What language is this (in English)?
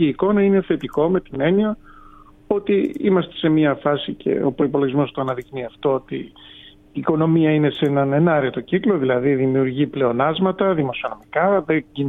Greek